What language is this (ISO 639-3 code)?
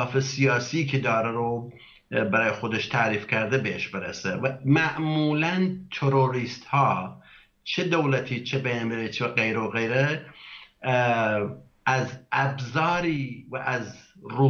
fas